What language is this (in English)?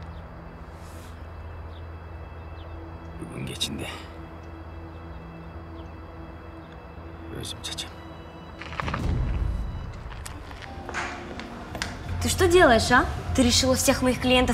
Kyrgyz